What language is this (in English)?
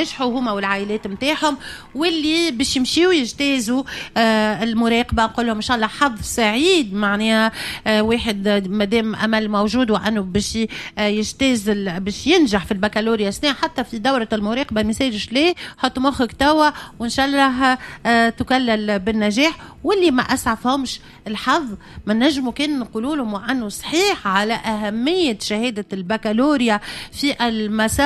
Tunisian Arabic